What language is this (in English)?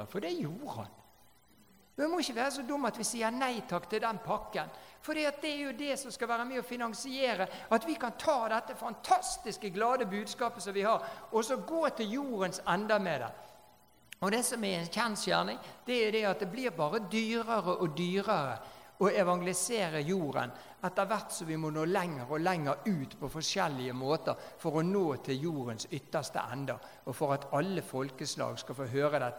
Norwegian